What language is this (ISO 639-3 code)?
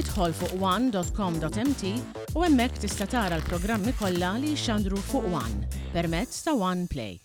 mlt